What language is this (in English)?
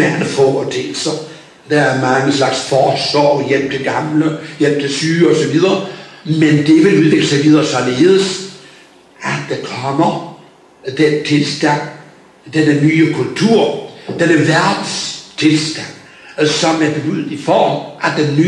Danish